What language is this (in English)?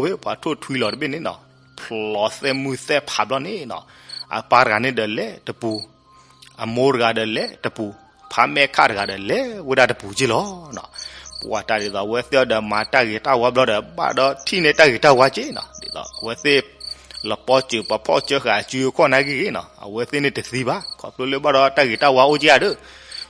S'gaw Karen